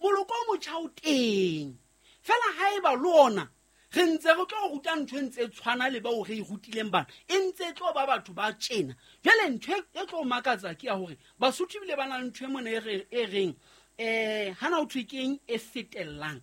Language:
Southern Sotho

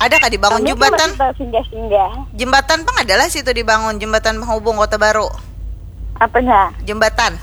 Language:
Banjar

